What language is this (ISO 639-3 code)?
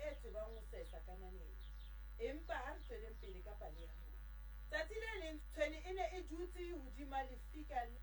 sot